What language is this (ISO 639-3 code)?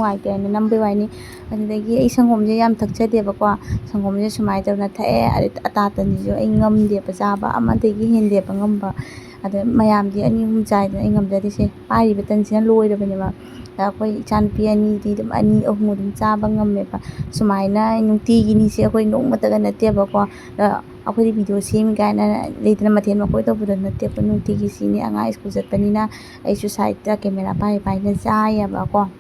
mni